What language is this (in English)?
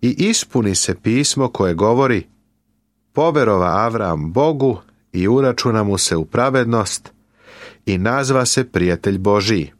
Serbian